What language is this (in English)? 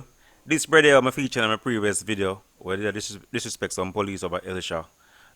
Jamaican Creole English